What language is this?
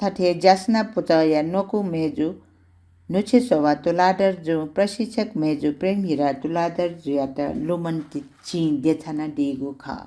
Newari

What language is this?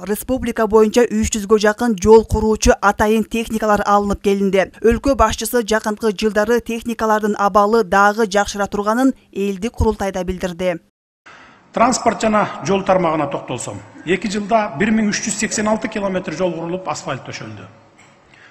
Kyrgyz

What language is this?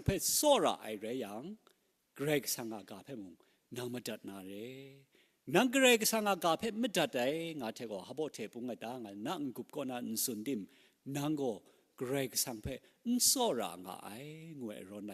Kachin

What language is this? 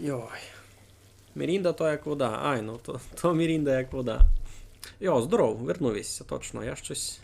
Rusyn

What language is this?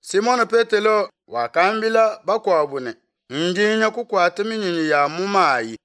Luba-Lulua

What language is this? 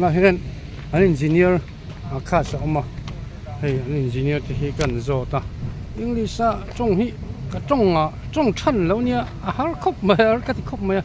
Mizo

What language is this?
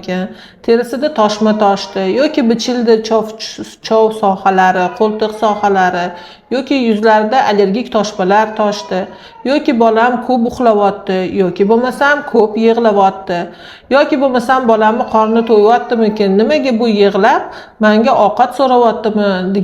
Uzbek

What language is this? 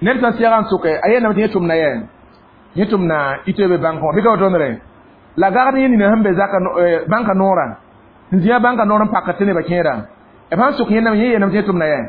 Mossi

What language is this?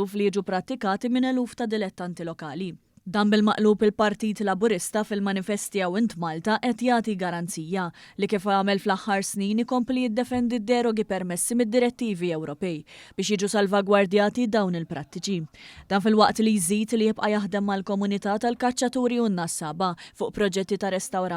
Maltese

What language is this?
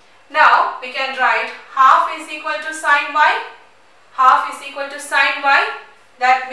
English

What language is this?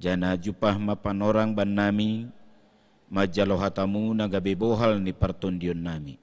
Batak Simalungun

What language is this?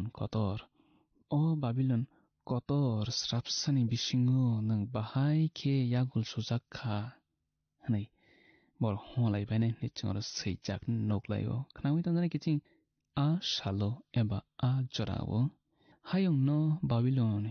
Kok Borok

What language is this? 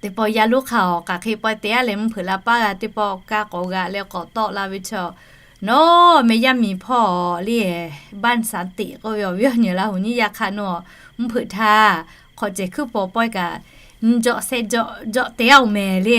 Lahu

